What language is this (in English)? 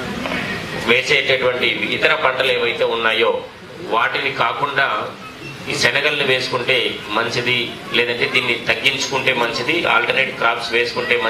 Telugu